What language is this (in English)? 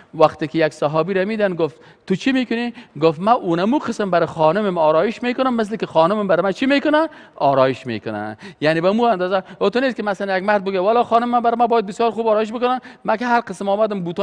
Persian